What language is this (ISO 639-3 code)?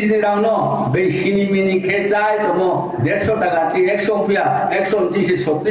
trp